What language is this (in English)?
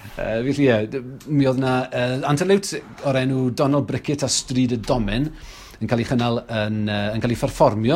Welsh